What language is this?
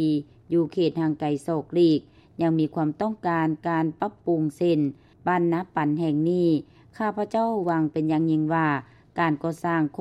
Lao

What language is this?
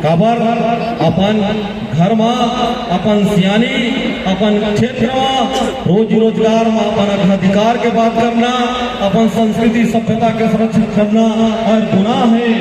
Chhattisgarhi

